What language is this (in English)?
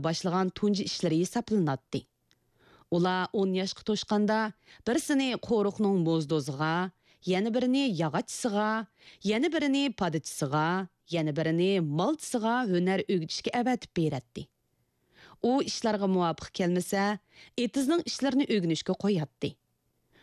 Uyghur